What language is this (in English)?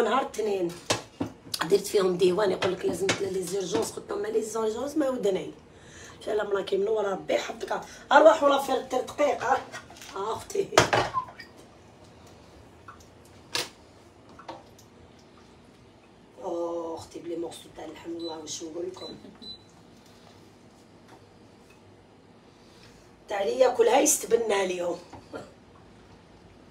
Algerian Arabic